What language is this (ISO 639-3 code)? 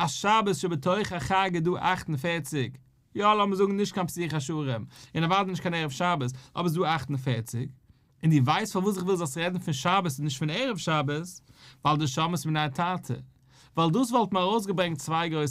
yid